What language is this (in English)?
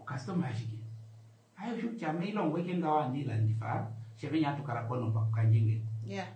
Kuanyama